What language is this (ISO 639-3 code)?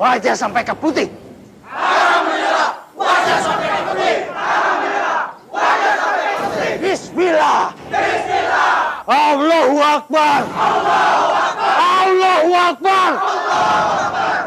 bjn